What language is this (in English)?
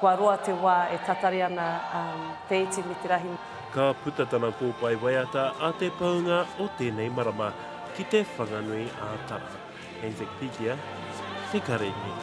Māori